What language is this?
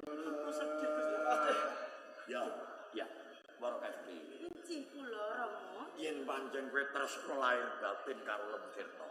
Javanese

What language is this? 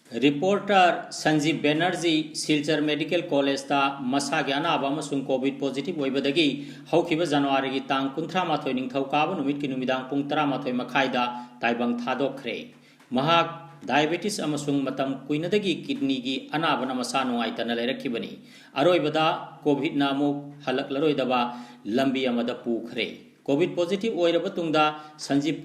Manipuri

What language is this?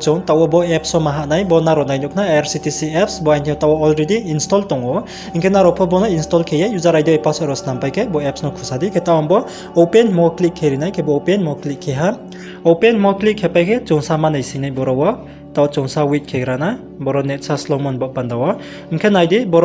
Riang (India)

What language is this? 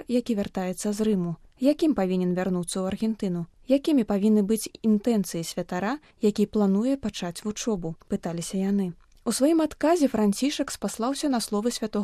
Belarusian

